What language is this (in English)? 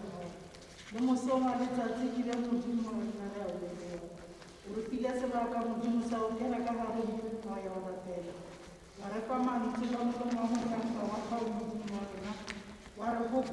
Tswana